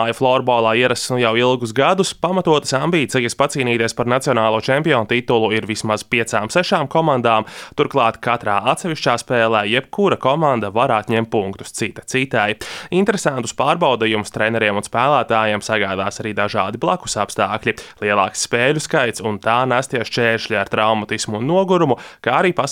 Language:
Latvian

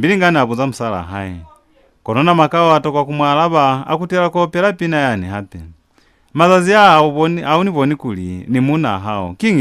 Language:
Lozi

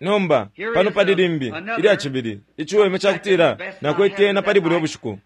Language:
Bemba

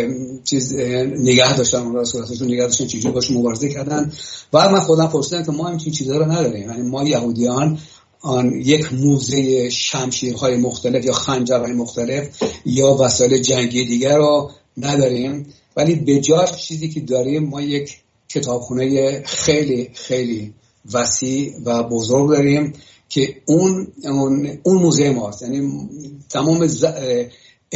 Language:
Persian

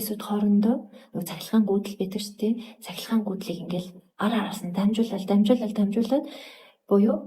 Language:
Mongolian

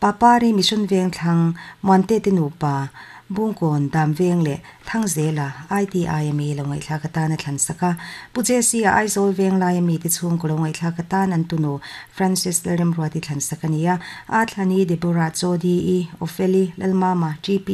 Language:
Mizo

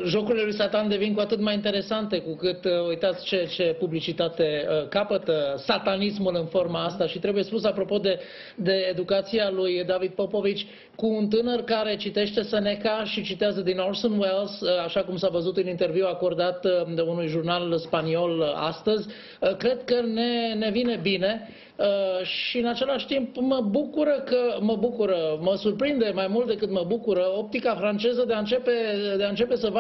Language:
Romanian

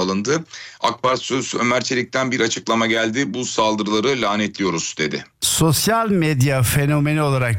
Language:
Turkish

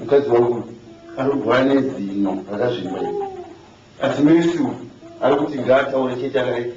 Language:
Shona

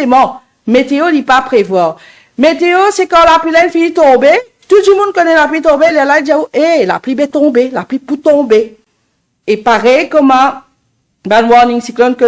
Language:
Morisyen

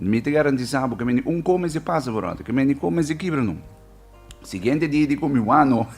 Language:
Papiamento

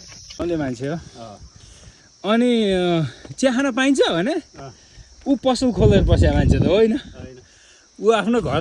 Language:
Nepali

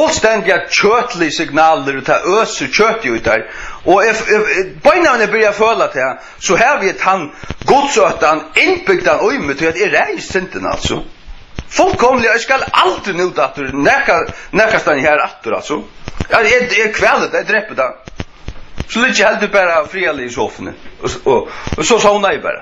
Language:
Faroese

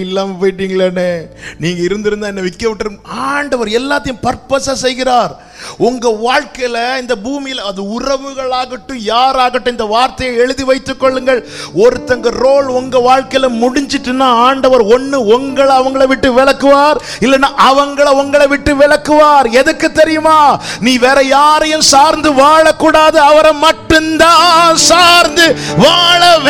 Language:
Tamil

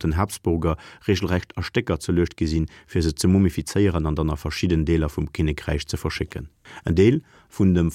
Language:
Luxembourgish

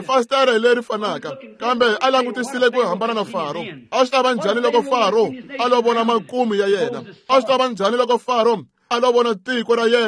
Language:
Tsonga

